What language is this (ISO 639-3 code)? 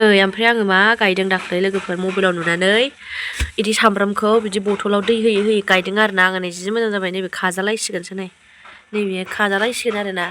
brx